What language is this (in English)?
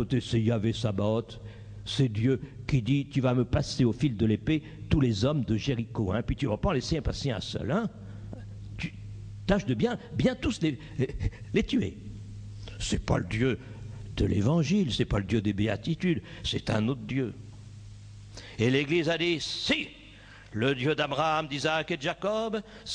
French